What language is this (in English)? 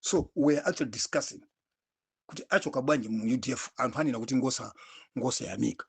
Nyanja